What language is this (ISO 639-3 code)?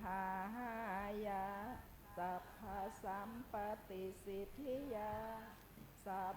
pli